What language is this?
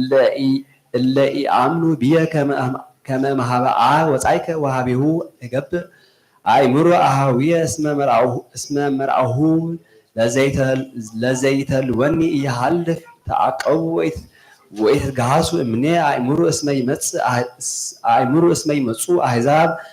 Geez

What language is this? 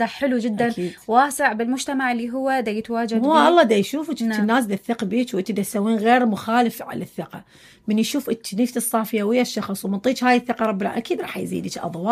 Mesopotamian Arabic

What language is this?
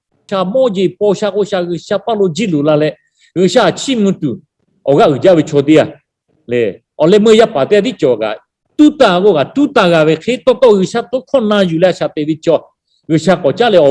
Lahu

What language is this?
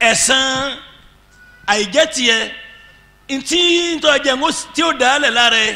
Yoruba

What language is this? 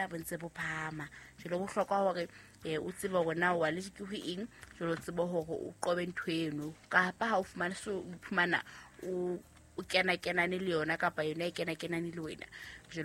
Southern Sotho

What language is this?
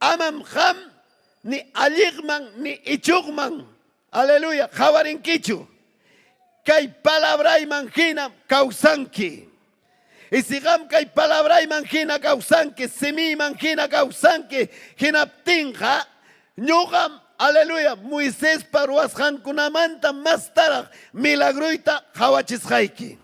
Ayacucho Quechua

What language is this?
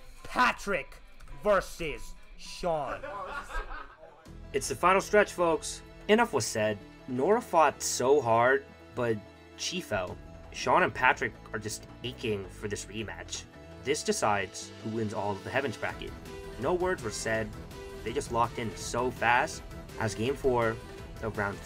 English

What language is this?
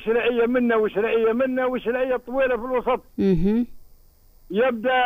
Tunisian Arabic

